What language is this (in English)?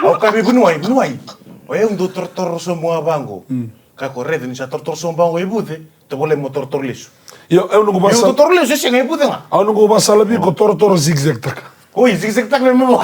Fijian